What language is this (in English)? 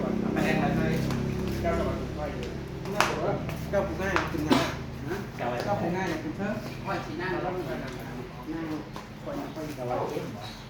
Northeastern Thai